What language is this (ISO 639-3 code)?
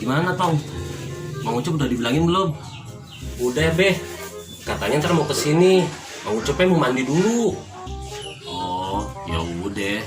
bew